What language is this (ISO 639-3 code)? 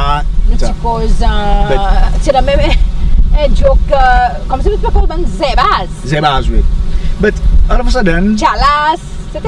crs